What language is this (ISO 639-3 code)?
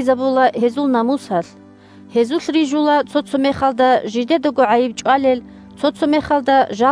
ava